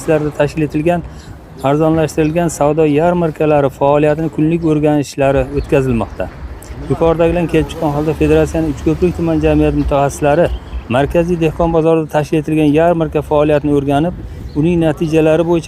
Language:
Uzbek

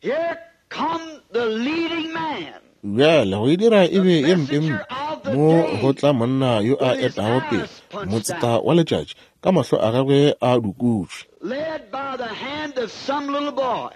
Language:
Northern Sotho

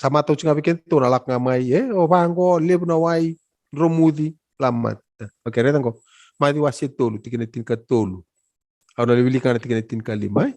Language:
Fijian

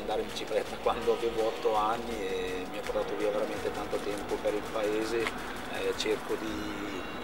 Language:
Italian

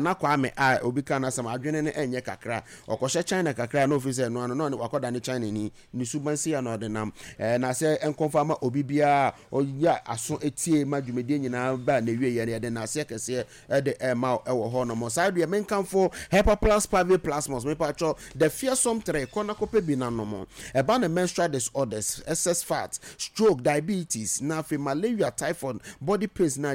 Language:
Akan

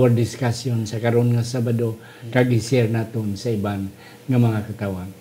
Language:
Hiligaynon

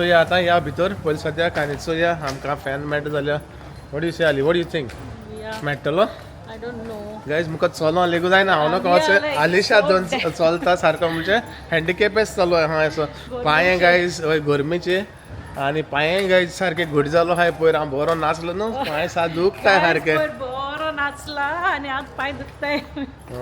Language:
Konkani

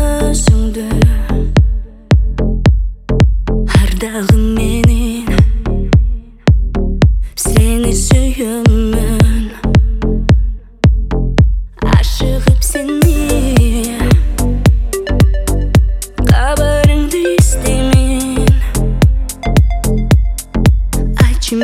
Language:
Kazakh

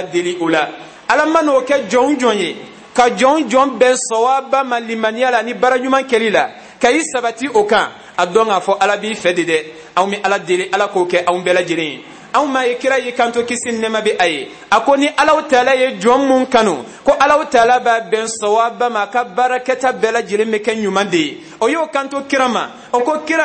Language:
Bambara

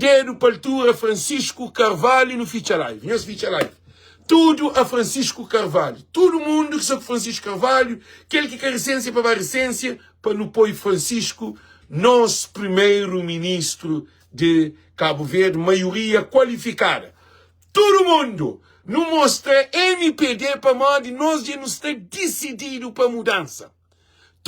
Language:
Kabuverdianu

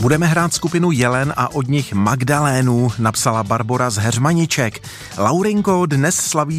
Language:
Czech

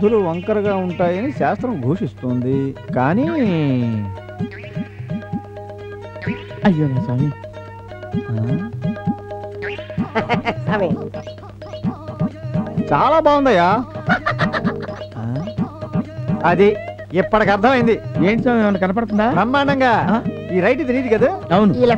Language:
Telugu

